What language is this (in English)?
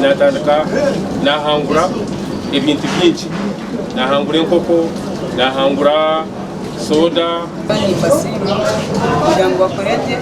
Nyankole